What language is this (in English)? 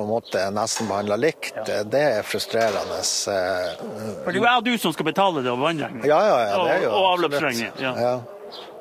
Norwegian